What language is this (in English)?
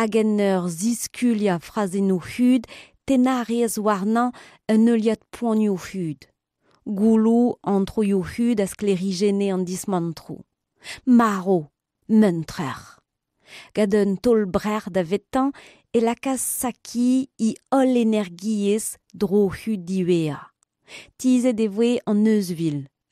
Breton